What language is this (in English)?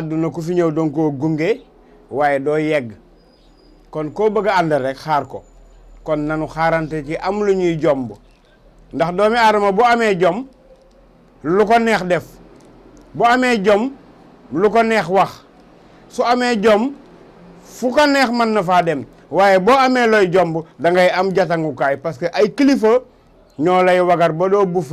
Wolof